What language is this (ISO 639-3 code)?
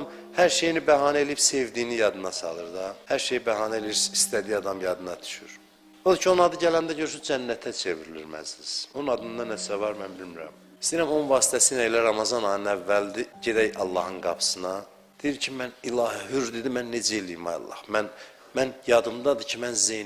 aze